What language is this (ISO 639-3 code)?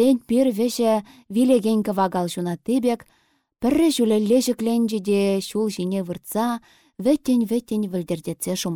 chv